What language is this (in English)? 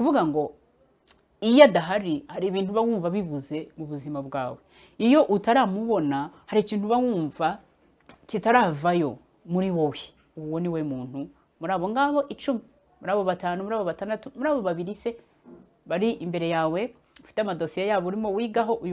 Kinyarwanda